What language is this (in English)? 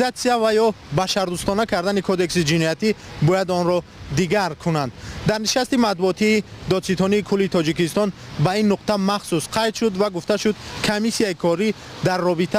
Tajik